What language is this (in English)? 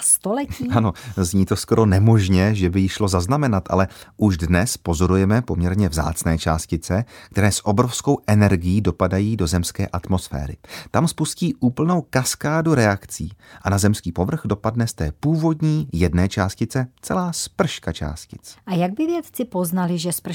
Czech